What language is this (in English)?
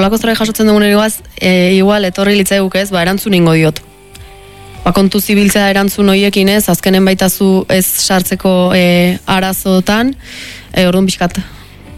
Basque